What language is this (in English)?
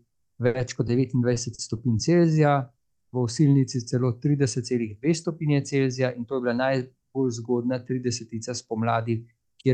Slovenian